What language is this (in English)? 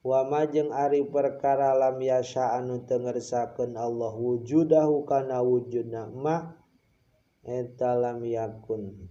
Sundanese